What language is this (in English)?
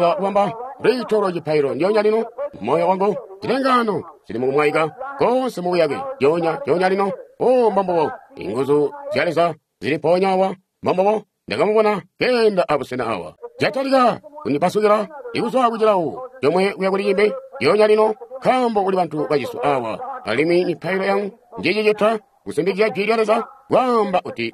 Tonga (Zambia)